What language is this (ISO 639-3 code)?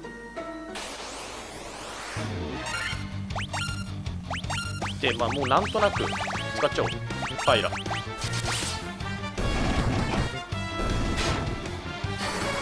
jpn